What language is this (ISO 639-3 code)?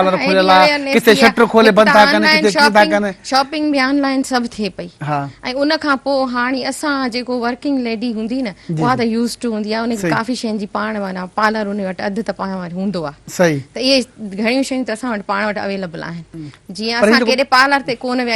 snd